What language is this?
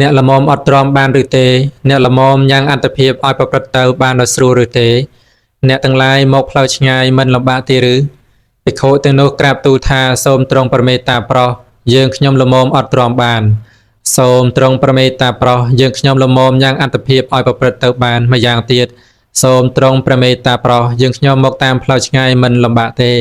Khmer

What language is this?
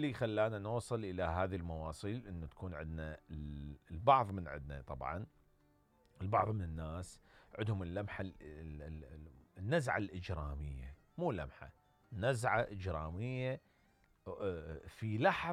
Mesopotamian Arabic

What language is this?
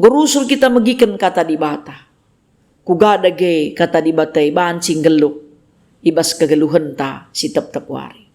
Batak Karo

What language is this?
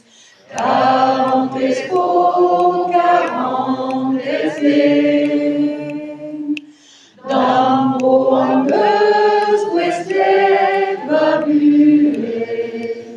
Breton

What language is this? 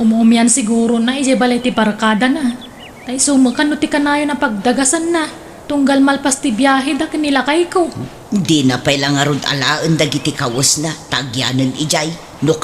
Iloko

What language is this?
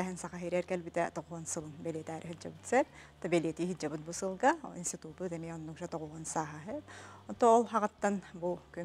Yakut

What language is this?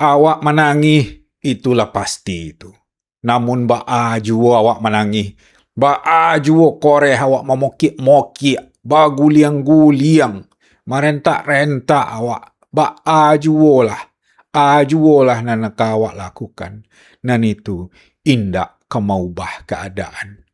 Minangkabau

